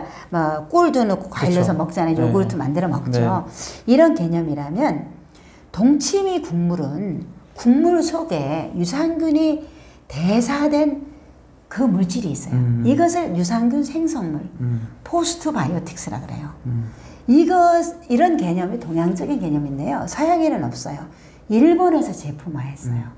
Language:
Korean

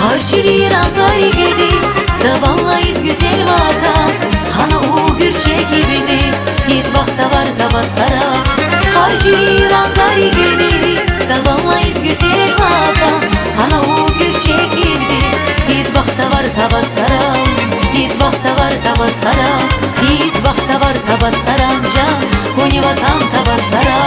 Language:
Tabassaran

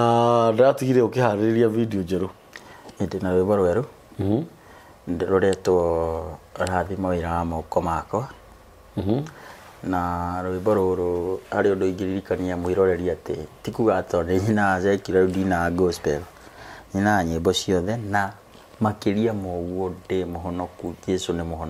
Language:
Kikuyu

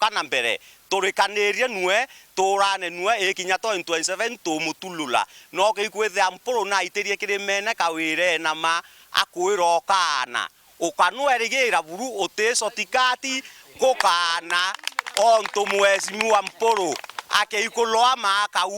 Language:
Meru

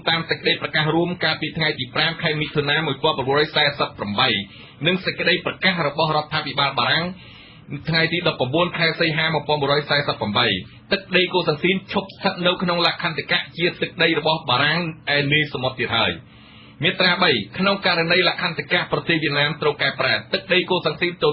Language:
Khmer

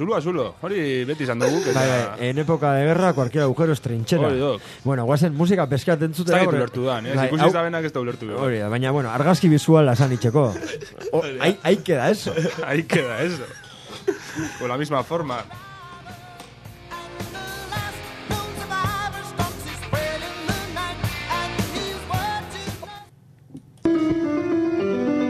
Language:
Basque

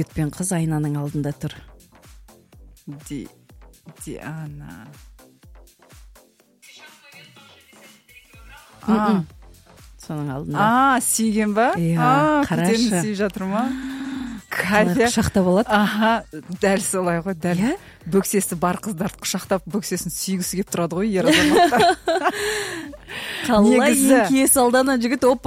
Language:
Kazakh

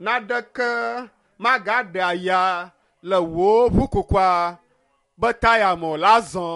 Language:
Ewe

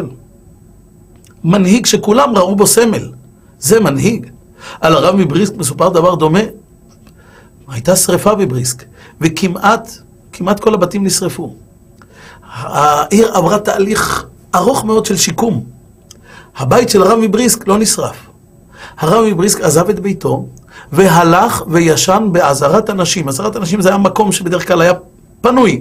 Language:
Hebrew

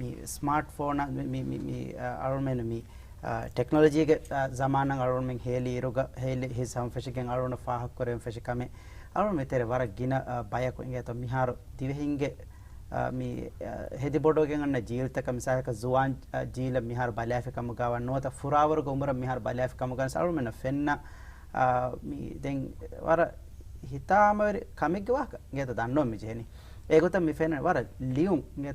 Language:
Divehi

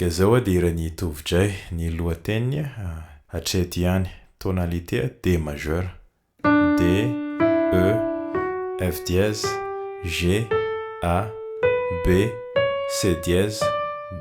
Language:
Malagasy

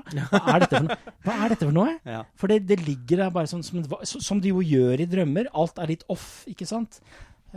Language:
Norwegian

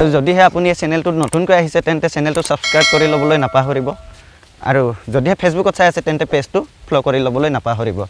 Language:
Assamese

